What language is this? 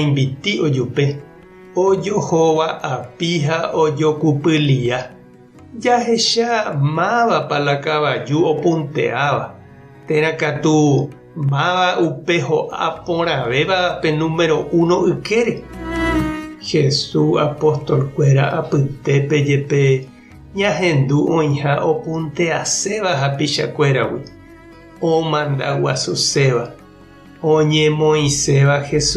Guarani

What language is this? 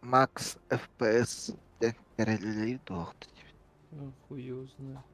Yakut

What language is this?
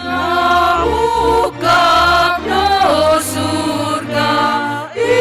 Batak Simalungun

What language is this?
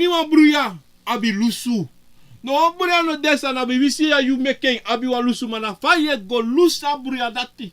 Sranan Tongo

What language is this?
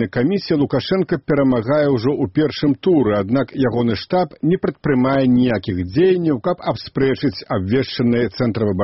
Belarusian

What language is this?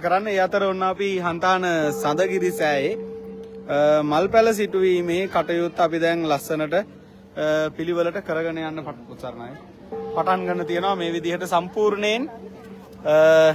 Sinhala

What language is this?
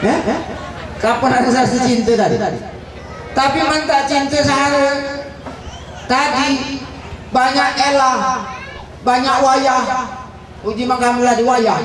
Musi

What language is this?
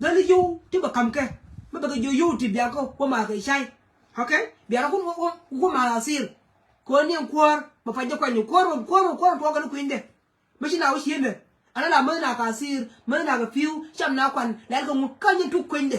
Nuer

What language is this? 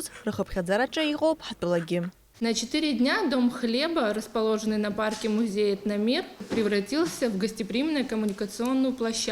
Abkhazian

